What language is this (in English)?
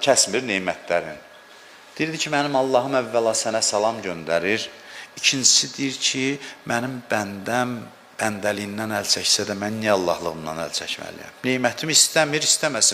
Azerbaijani